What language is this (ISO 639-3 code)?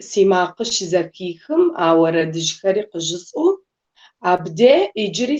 kbd